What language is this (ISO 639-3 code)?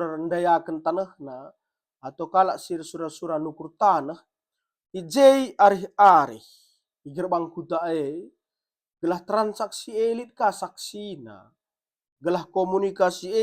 btx